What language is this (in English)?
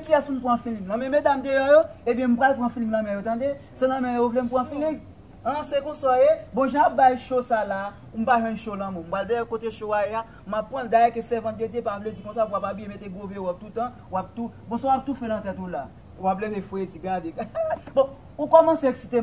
Haitian Creole